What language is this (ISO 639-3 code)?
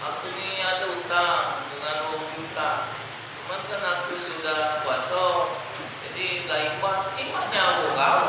mui